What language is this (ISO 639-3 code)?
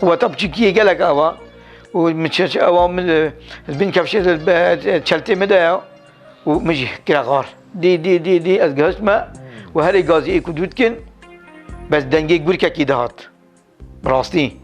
kur